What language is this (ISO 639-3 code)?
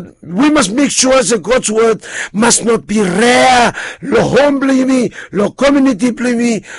bis